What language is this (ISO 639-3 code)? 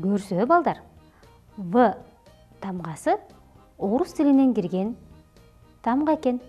kir